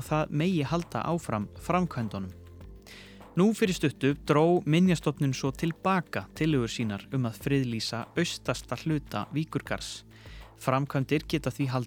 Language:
Icelandic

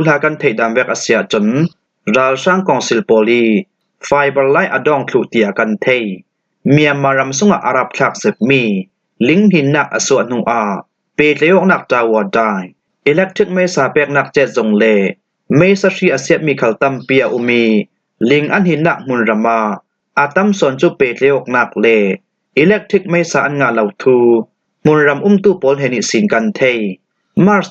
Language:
Falam Chin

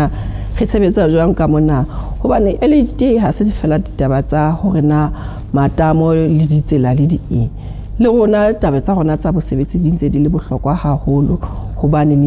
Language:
Southern Sotho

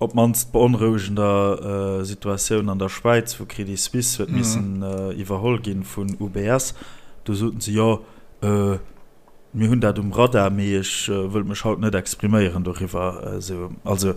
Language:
Luxembourgish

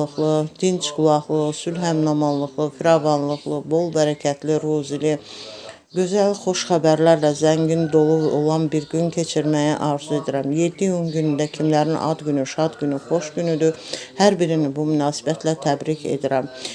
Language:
Azerbaijani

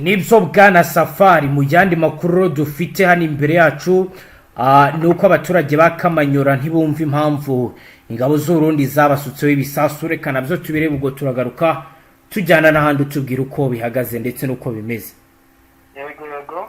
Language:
Kinyarwanda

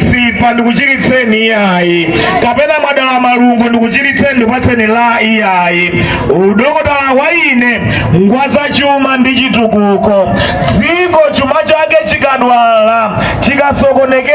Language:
Nyanja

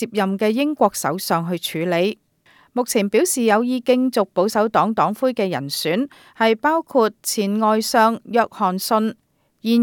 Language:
Cantonese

